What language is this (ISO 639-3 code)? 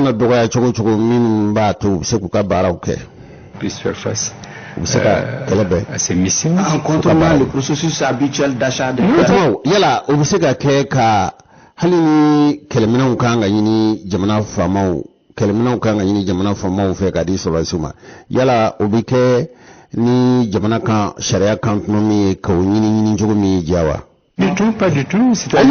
bam